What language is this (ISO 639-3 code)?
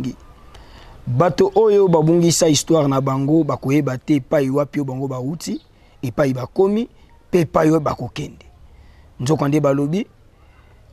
lin